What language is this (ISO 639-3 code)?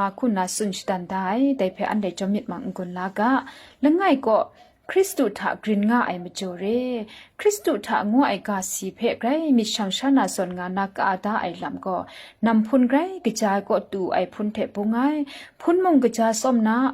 kac